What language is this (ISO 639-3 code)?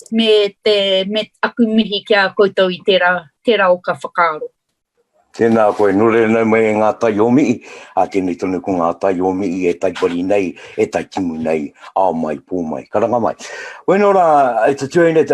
mri